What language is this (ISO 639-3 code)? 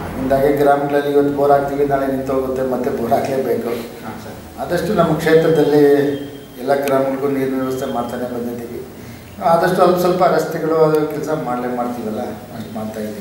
kan